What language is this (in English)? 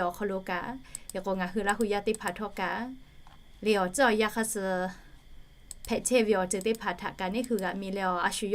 Lahu